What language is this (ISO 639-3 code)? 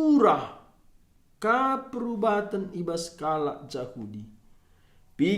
btx